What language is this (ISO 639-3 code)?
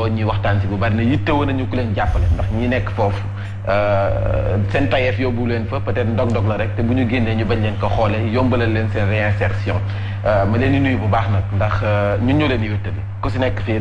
wol